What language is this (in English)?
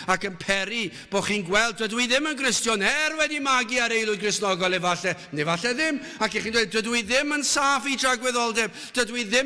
Welsh